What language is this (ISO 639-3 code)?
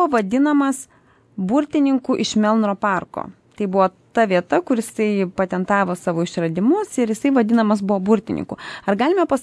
lit